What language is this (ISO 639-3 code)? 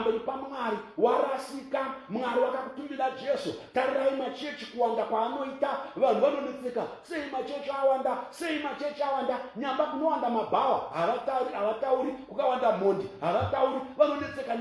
sna